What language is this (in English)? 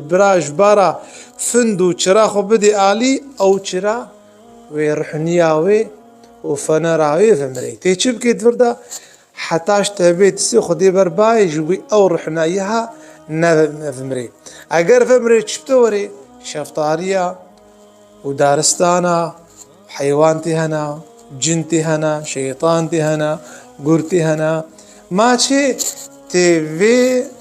Kurdish